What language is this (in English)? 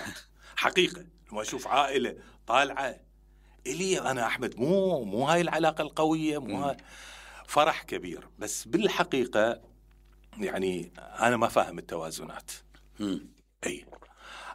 Mesopotamian Arabic